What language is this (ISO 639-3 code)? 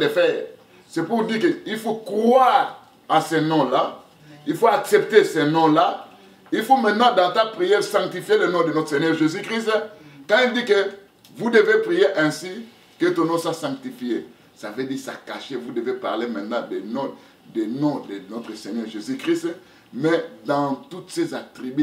fra